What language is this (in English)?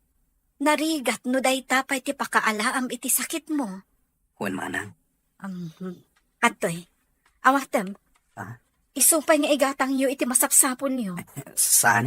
Iloko